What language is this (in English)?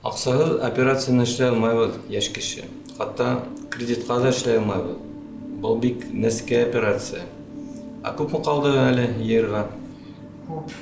Bashkir